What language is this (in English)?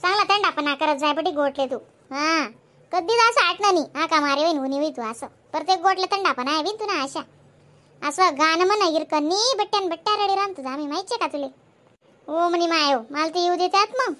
Khandesi